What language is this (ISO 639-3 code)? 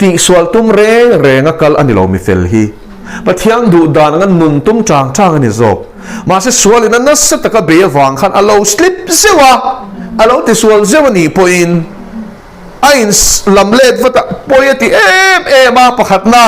lus